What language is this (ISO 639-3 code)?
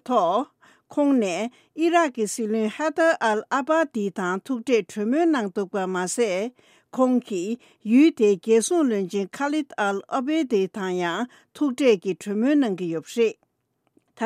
bod